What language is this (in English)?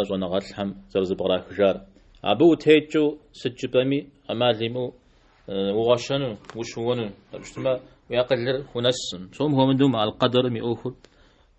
Kabardian